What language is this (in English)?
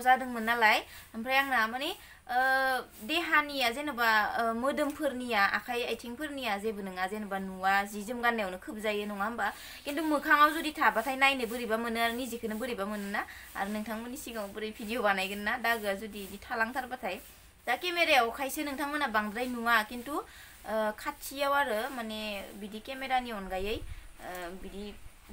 Bodo